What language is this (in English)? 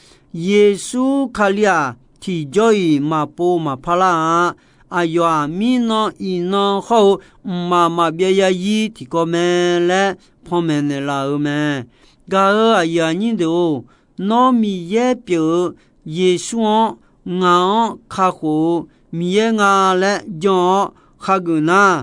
Akha